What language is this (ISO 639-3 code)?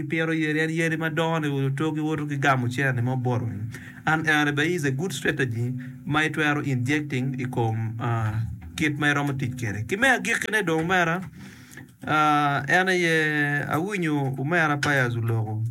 ach